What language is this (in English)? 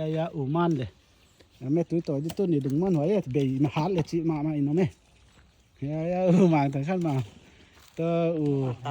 Paite Chin